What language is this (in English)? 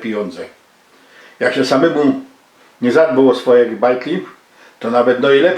Silesian